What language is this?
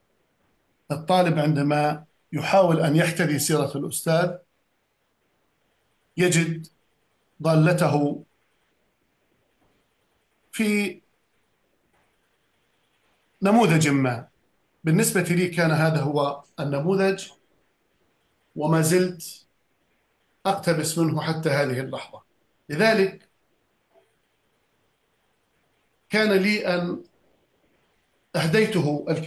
Arabic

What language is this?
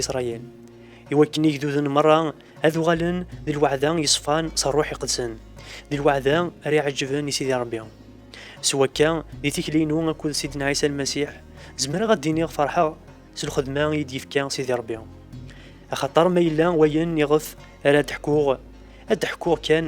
Kabyle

